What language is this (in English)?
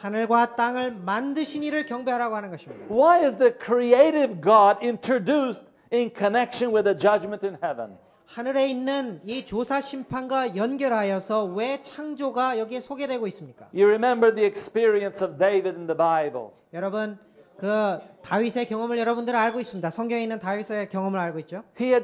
Korean